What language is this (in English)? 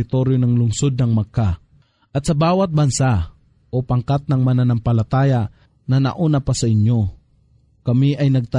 Filipino